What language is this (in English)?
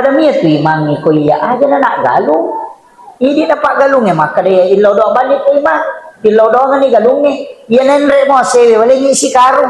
Buginese